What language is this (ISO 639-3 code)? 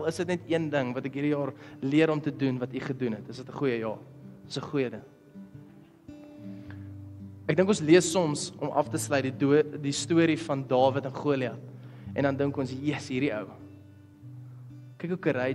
afr